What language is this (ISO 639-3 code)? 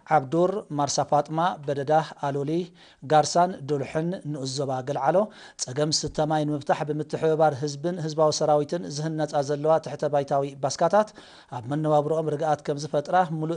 tir